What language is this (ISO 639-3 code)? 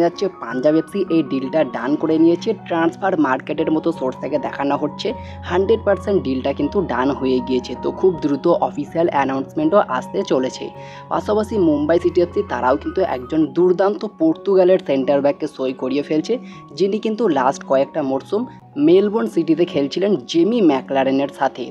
ben